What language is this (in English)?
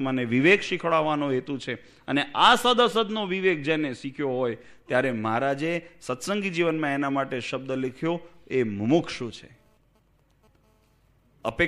Gujarati